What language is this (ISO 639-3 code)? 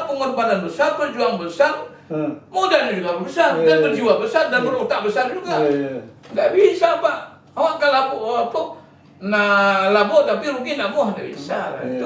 min